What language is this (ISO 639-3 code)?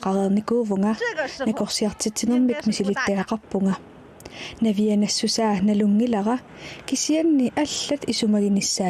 kal